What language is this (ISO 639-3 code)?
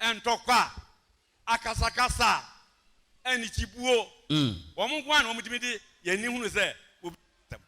aka